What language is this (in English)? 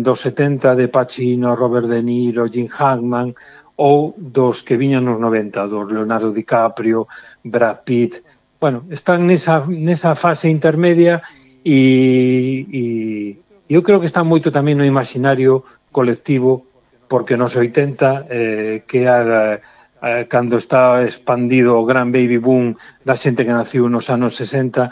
Galician